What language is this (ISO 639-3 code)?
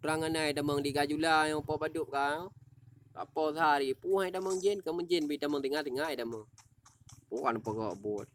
ace